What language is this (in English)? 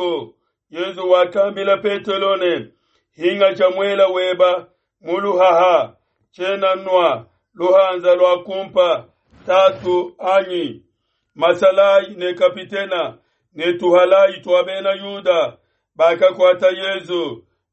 Luba-Lulua